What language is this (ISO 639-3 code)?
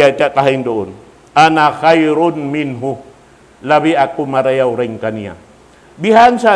tsg